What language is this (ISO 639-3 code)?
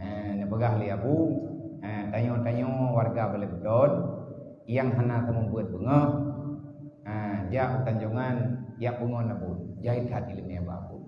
ace